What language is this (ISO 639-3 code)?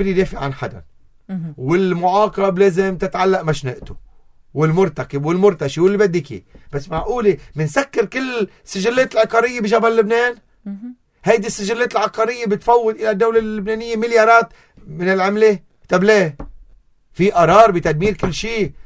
apc